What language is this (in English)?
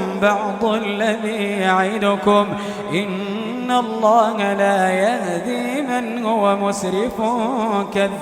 Maranao